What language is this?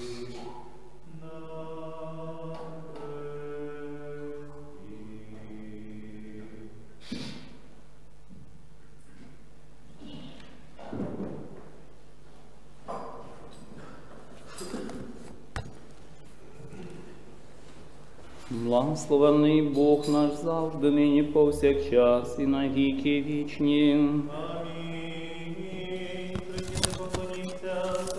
Ukrainian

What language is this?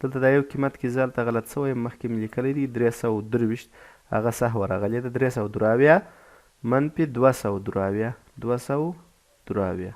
Pashto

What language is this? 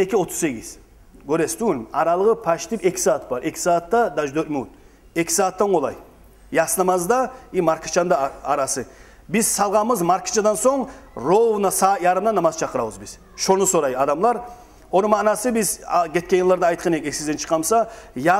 Kumyk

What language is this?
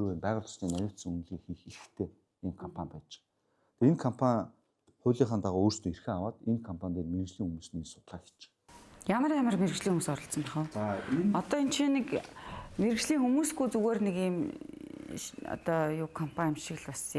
Mongolian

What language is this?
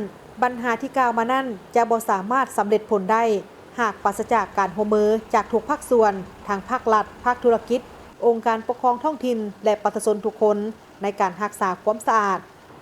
Lao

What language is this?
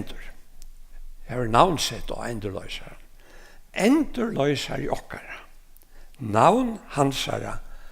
Faroese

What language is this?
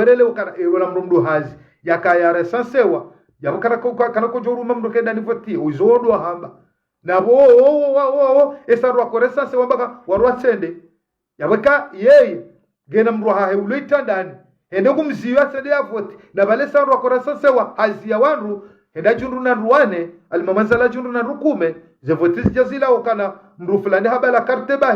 Ngazidja Comorian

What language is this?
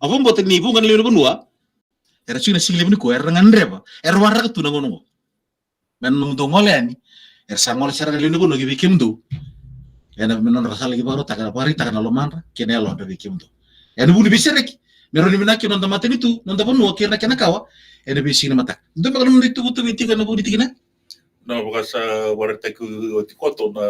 Fijian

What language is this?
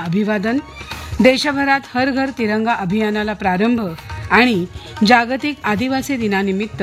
Marathi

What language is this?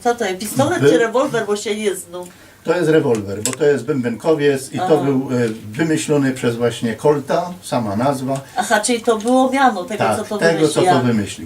Silesian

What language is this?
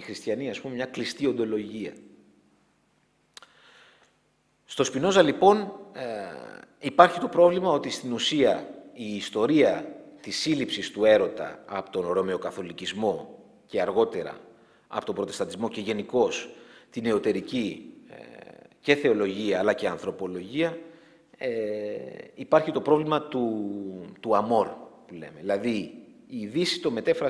Greek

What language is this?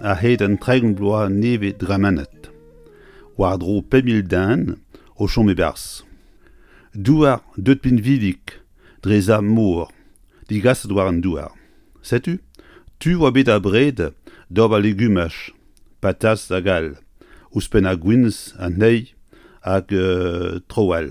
Breton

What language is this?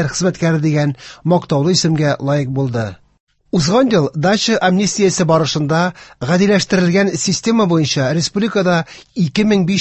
Tatar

